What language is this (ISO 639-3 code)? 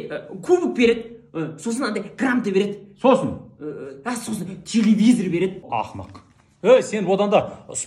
kaz